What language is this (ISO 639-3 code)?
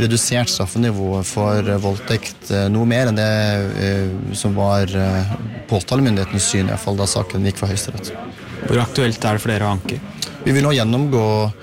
nor